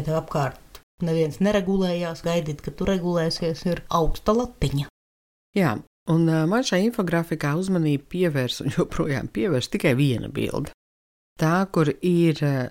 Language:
Latvian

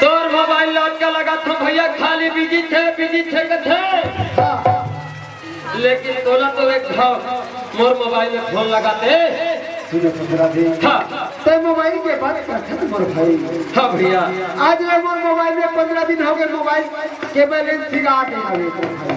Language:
Chhattisgarhi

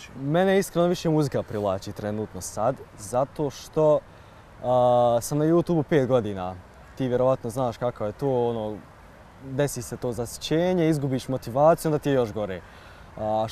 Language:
Bosnian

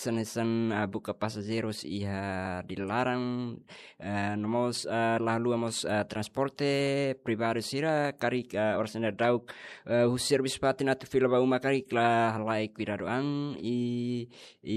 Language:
Tetum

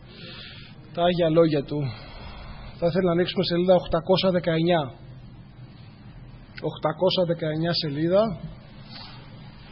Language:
Greek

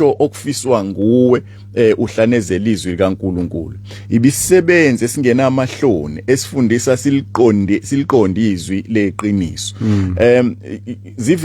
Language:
Zulu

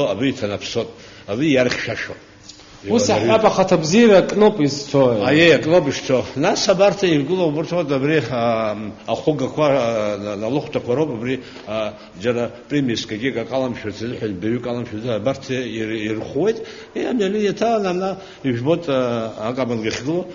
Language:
Abkhazian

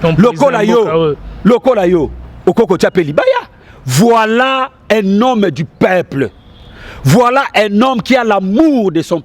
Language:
Lingala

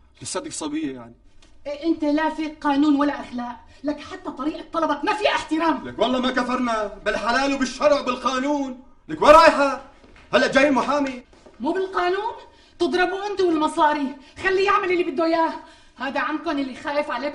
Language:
North Levantine Arabic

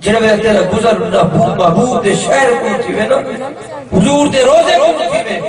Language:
Saraiki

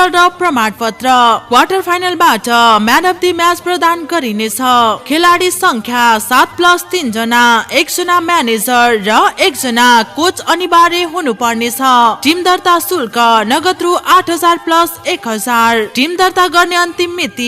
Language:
Nepali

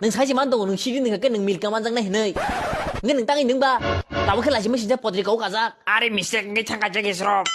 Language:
Kok Borok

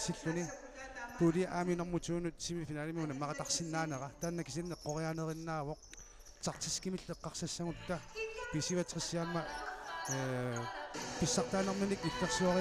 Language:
Kalaallisut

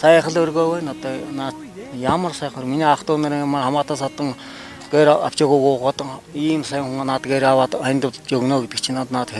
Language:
Mongolian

